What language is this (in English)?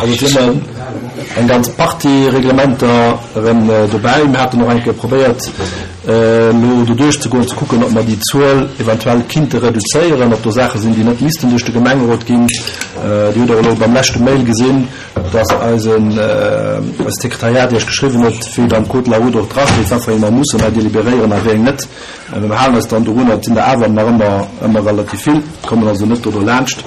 Luxembourgish